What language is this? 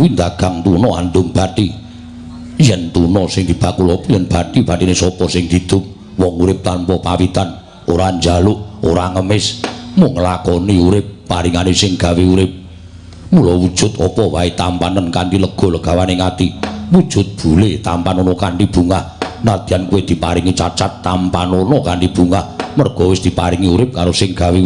Javanese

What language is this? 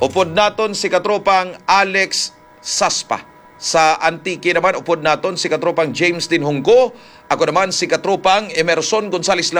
Hiligaynon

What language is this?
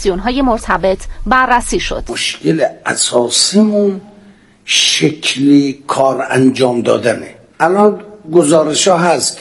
Persian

